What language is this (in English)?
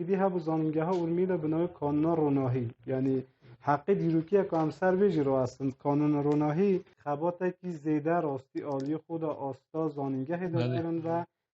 Kurdish